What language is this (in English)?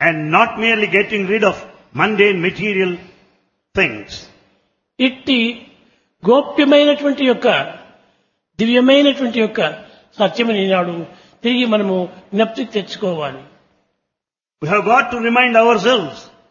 Telugu